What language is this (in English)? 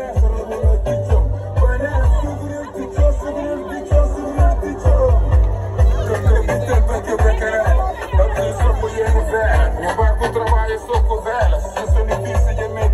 Kabuverdianu